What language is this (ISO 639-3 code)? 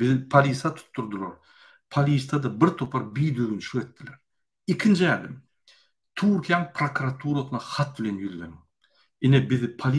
tuk